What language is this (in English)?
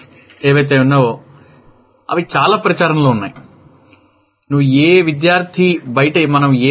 Telugu